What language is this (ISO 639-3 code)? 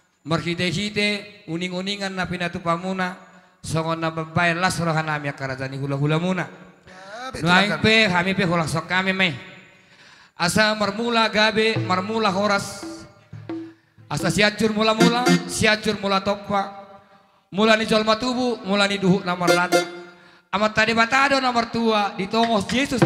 bbc